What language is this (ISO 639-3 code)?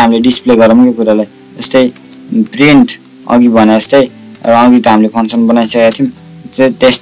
nep